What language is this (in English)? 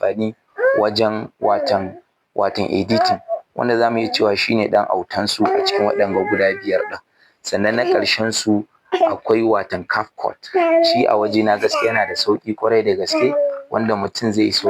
Hausa